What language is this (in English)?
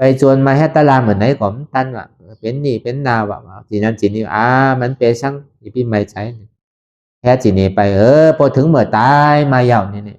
Shan